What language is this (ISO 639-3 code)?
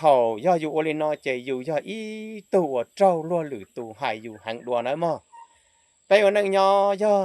hmn